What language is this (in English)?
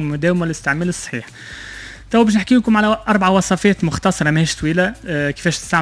Tunisian Arabic